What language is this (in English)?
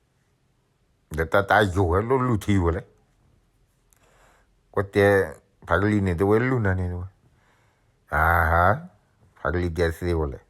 S'gaw Karen